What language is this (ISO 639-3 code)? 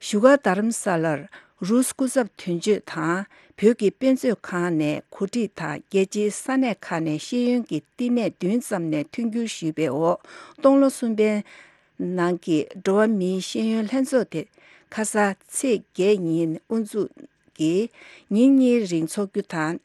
bod